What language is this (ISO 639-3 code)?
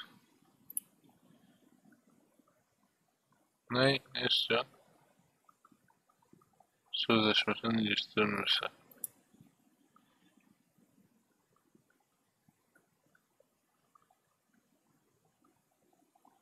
tur